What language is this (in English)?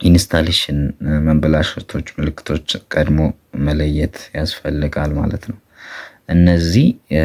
Amharic